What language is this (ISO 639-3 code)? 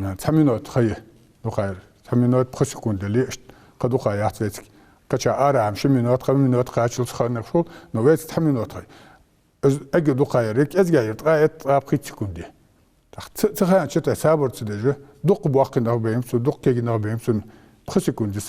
inh